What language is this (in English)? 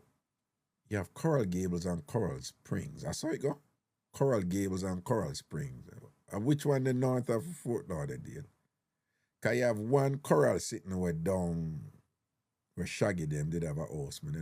Jamaican Creole English